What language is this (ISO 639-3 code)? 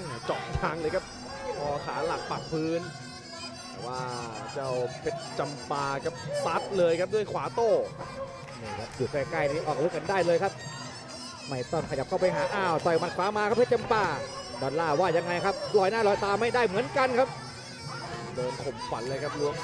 tha